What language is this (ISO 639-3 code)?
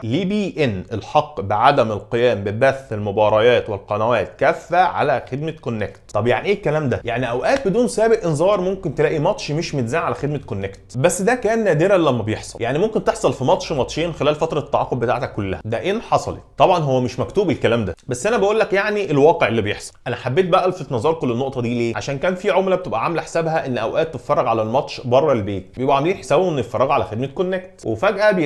arz